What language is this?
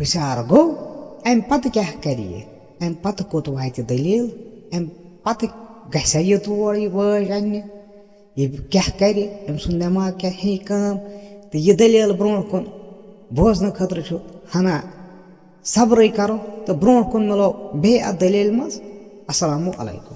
Kashmiri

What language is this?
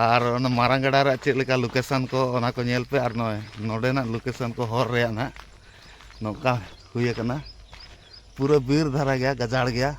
Santali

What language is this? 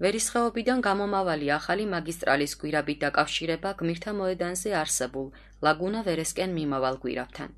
Georgian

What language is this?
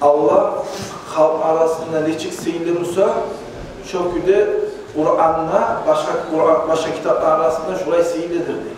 Kumyk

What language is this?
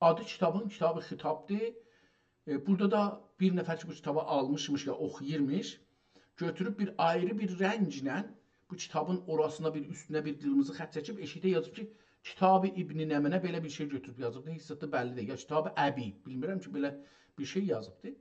South Azerbaijani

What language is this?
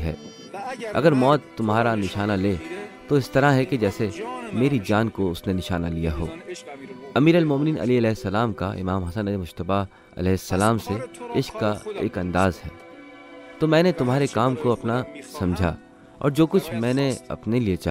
Urdu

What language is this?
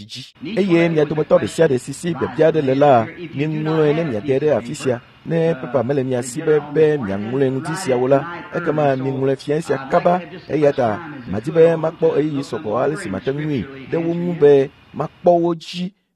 Ewe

